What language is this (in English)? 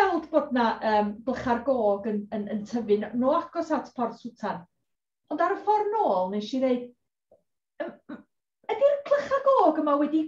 Welsh